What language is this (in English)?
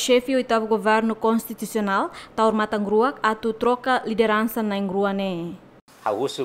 Tetum